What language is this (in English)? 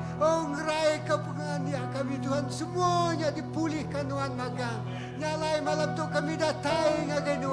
Iban